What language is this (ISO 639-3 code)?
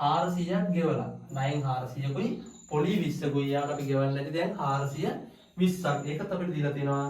sin